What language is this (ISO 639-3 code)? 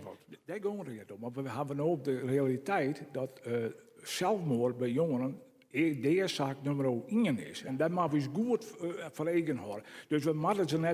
fry